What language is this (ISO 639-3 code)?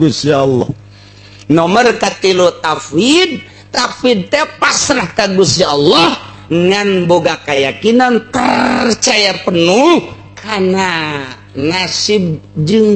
sun